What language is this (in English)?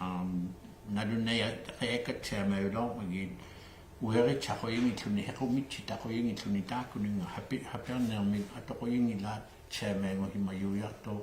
Inuktitut